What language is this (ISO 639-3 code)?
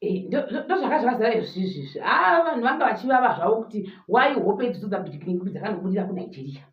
sna